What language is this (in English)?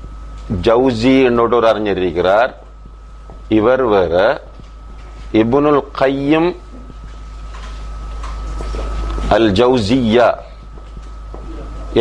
Tamil